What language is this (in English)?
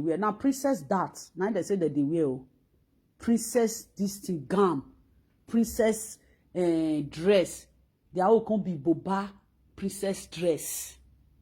Nigerian Pidgin